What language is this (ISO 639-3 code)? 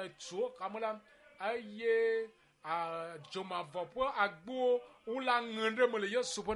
ewe